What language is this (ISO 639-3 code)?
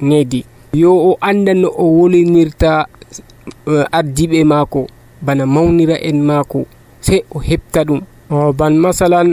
fuv